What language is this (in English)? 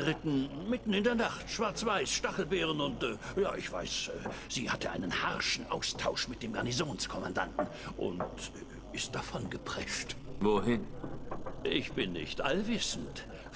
Swiss German